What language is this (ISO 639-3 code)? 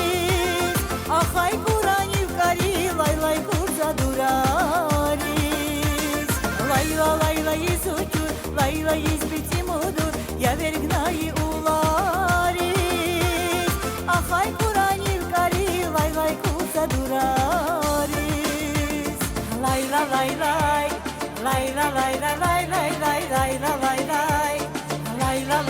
tab